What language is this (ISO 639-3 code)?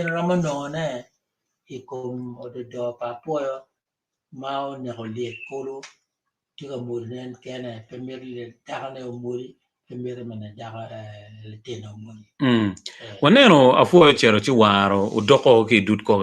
ach